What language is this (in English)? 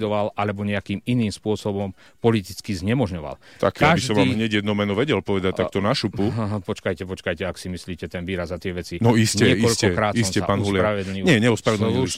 Slovak